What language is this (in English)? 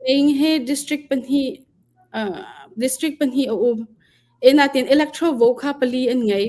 Hakha Chin